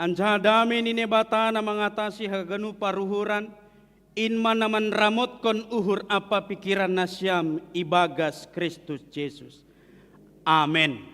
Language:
Batak Simalungun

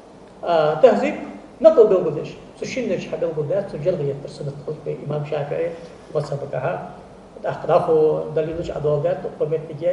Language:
Ingush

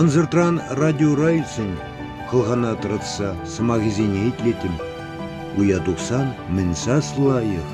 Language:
Chuvash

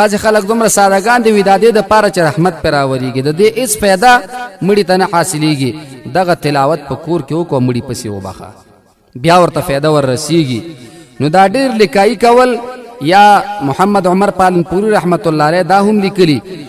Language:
Pashto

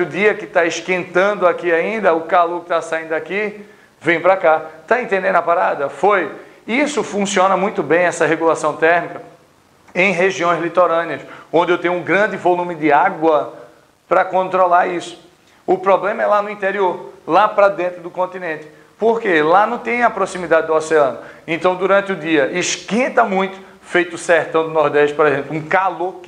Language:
Portuguese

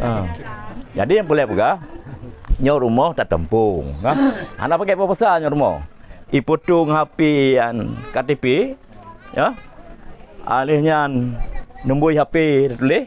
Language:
Achinese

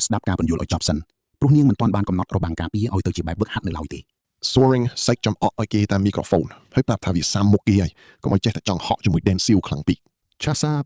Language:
Khmer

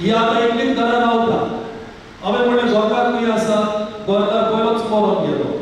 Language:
Konkani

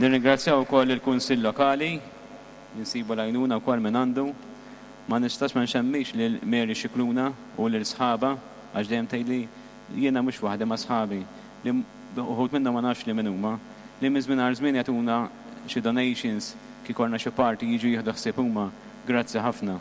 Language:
Maltese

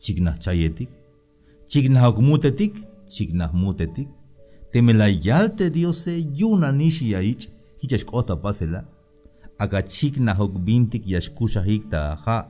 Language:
Tzeltal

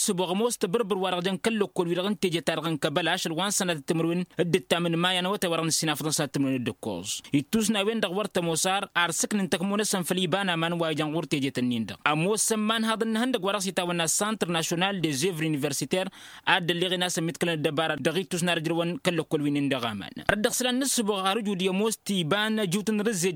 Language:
Tamasheq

